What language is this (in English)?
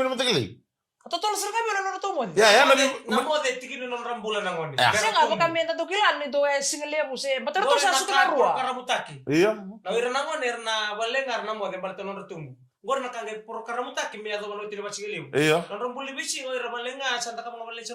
Fijian